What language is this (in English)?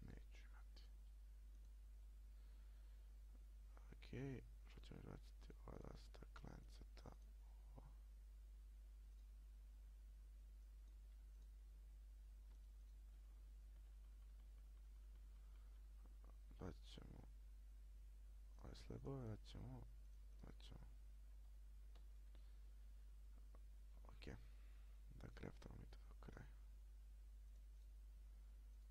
Croatian